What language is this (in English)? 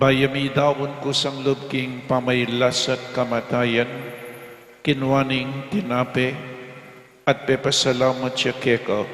Pampanga